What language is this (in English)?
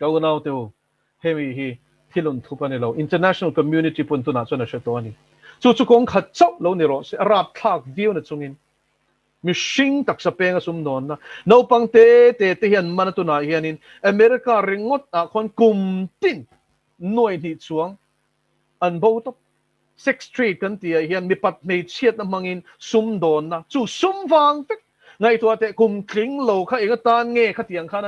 Mizo